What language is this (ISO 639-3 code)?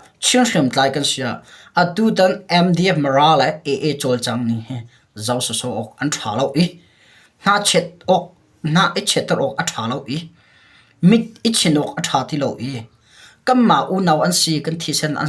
cnh